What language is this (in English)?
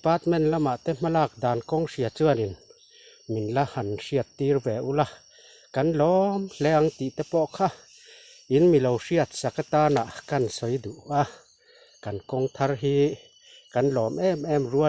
Mizo